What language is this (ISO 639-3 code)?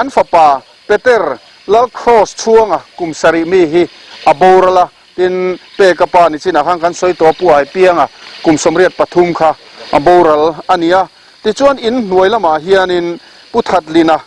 lus